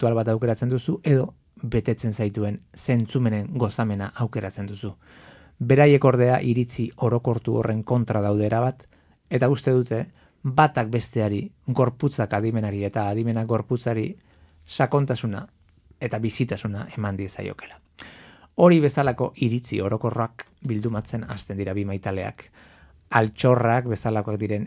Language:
Basque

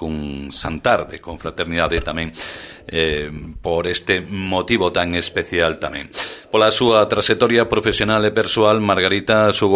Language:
Galician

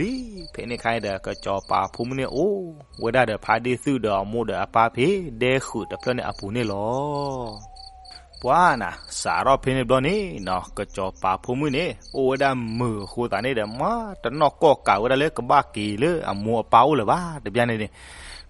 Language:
S'gaw Karen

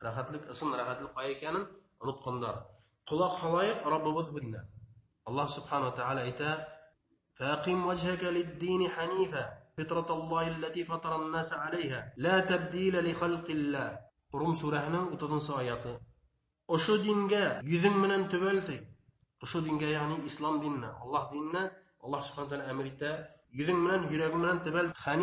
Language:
Bashkir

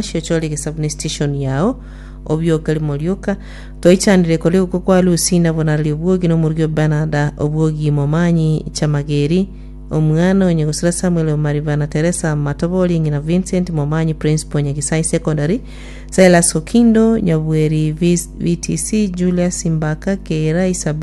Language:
Gusii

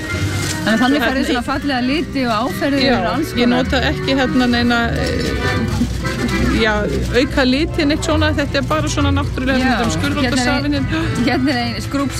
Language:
Icelandic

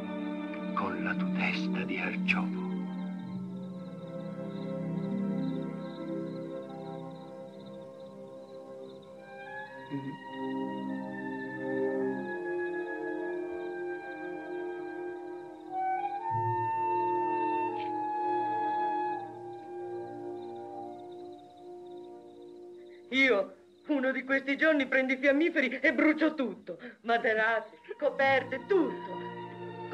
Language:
Italian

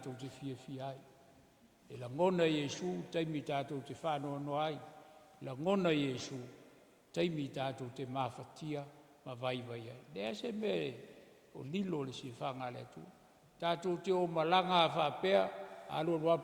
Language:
Samoan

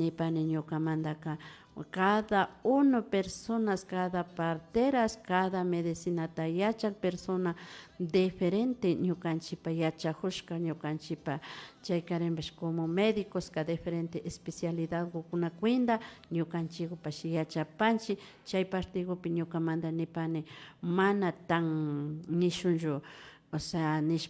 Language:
Imbabura Highland Quichua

